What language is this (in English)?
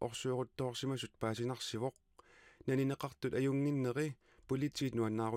Kalaallisut